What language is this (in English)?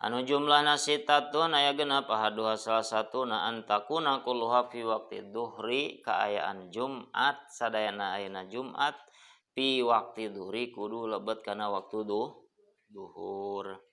Sundanese